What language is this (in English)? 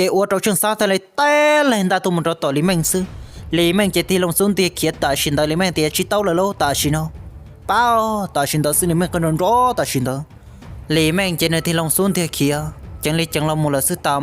Hmong